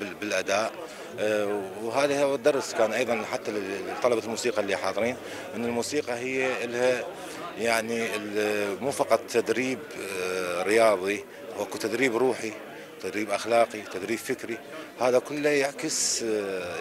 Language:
Mesopotamian Arabic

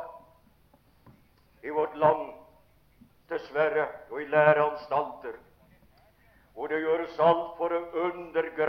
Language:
Norwegian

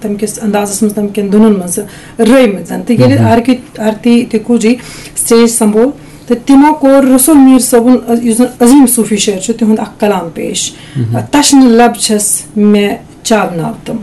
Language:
Kashmiri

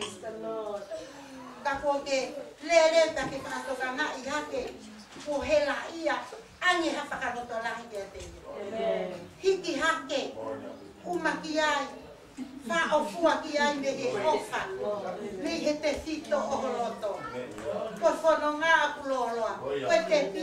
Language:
Tongan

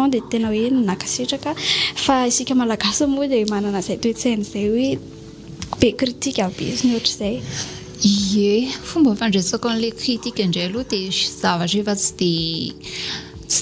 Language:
Malagasy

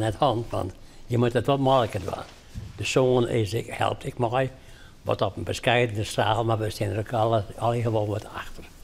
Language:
Western Frisian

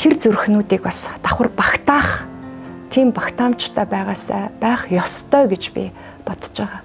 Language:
Mongolian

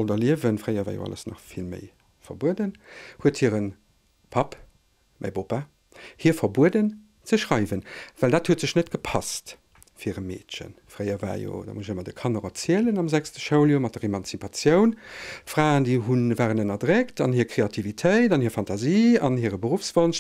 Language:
Luxembourgish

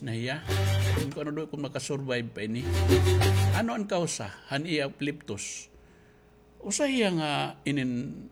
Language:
Waray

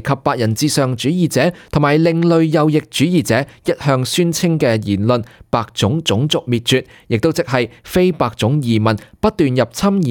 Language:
Cantonese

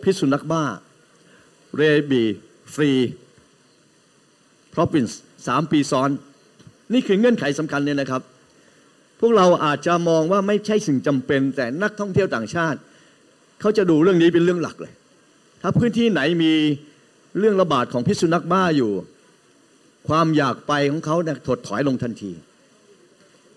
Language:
Thai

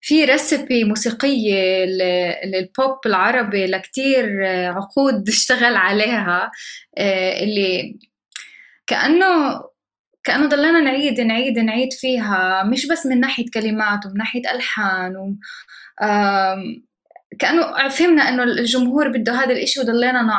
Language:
North Levantine Arabic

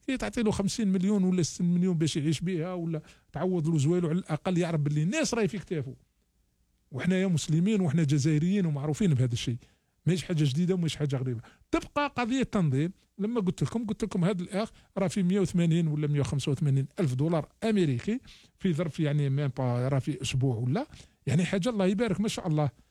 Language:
Algerian Arabic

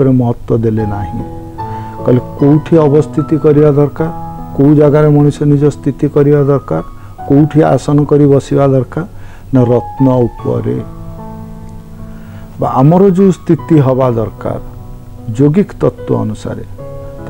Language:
Odia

